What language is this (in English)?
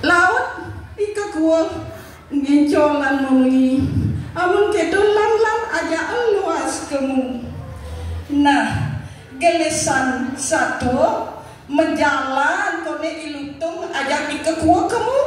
Balinese